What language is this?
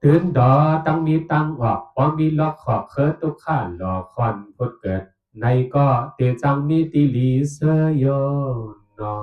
Shan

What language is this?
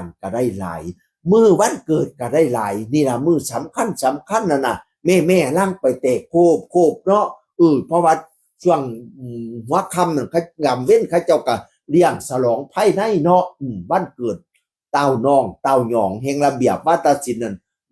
Northeastern Thai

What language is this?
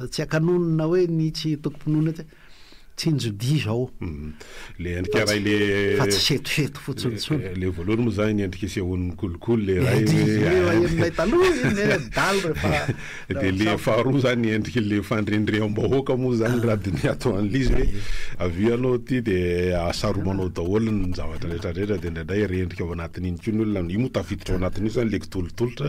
Malagasy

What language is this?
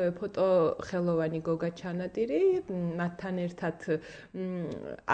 Georgian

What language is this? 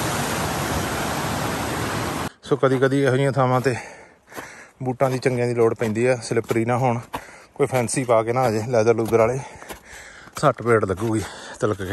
Punjabi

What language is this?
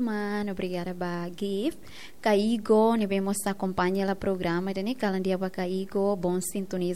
Tetum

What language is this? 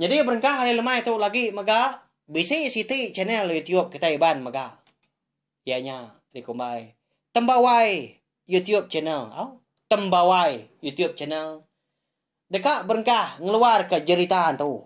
Iban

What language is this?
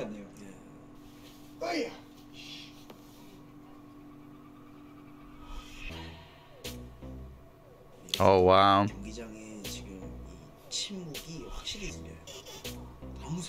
Korean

